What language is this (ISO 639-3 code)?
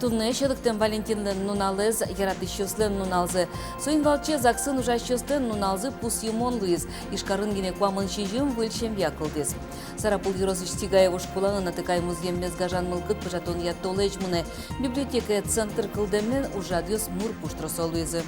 udm